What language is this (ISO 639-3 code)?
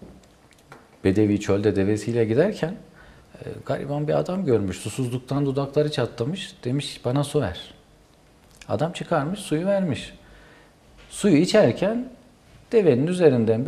tur